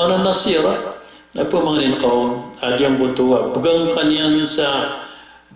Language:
Maranao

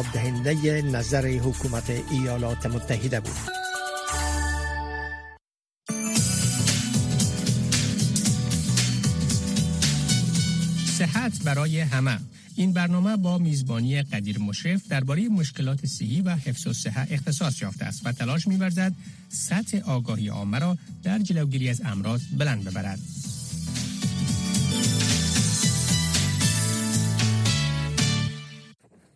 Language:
Persian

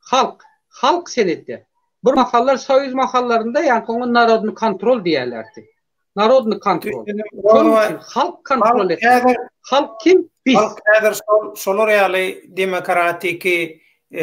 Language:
Turkmen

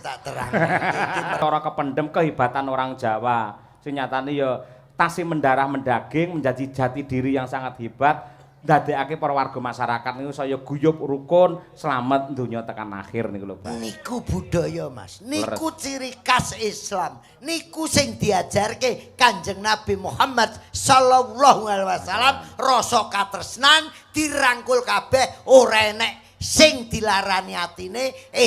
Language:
Javanese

